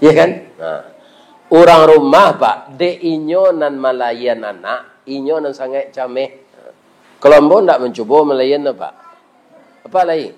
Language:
Minangkabau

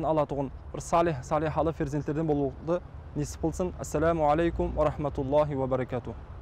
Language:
Kara-Kalpak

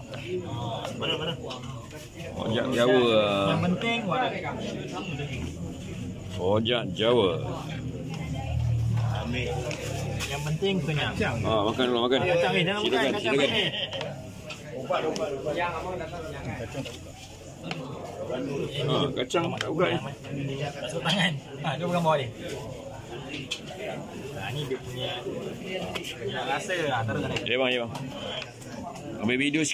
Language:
Malay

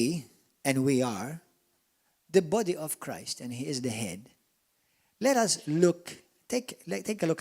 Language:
English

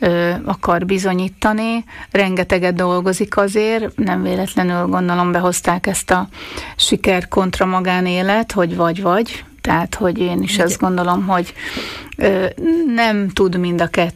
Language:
Hungarian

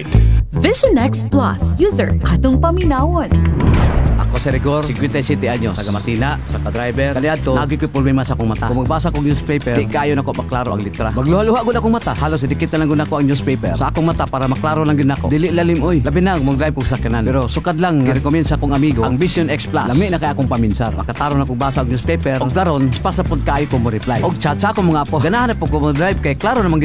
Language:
Cebuano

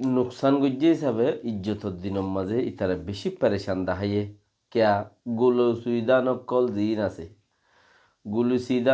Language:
Rohingya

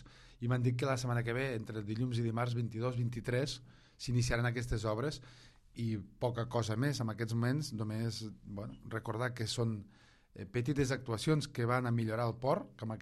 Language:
Catalan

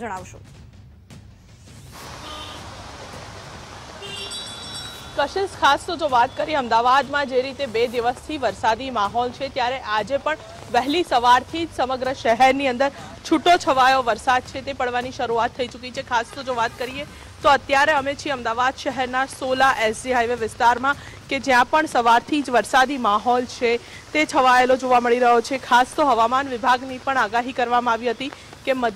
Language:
Gujarati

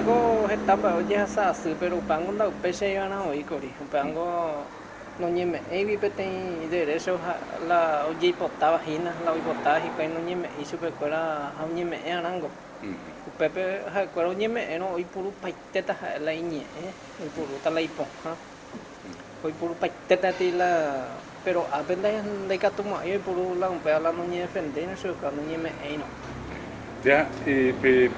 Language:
Guarani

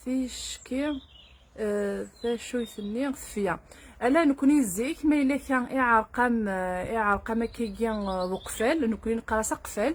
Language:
Kabyle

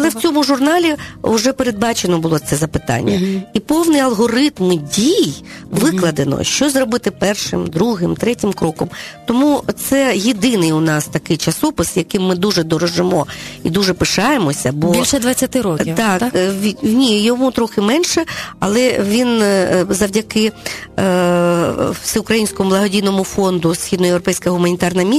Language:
Ukrainian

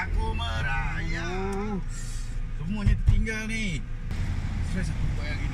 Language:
Malay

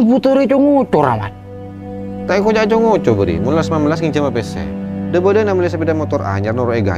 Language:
Madurese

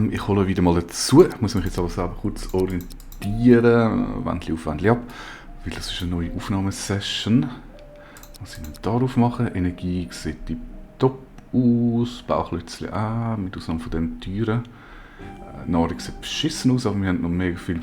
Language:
Swiss German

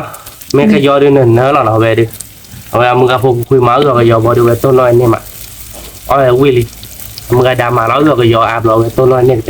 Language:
S'gaw Karen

